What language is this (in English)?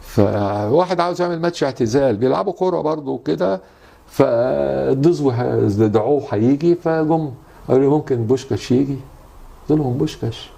Egyptian Arabic